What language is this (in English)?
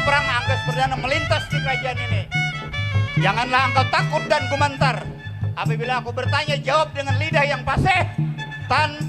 Banjar